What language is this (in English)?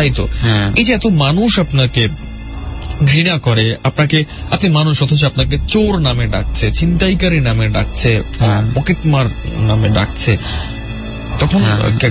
Bangla